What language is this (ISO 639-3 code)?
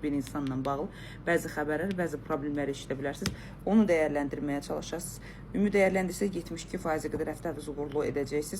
aze